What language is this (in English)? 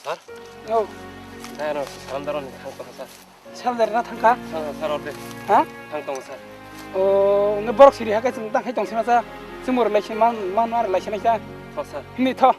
Riang (India)